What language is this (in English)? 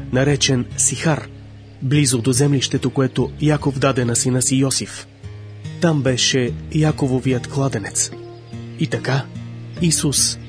Bulgarian